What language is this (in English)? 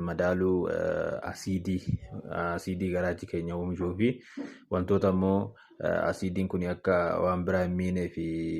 Oromo